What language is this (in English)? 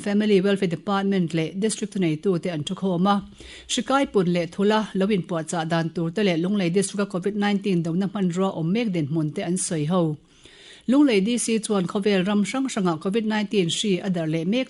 Mizo